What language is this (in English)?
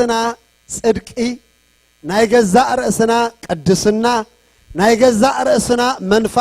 Tigrinya